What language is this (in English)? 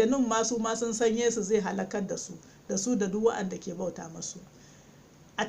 Hausa